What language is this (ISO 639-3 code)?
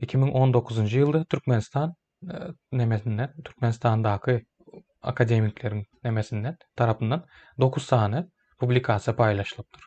tuk